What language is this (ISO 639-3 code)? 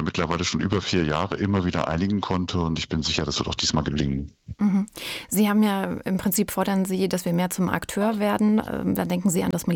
deu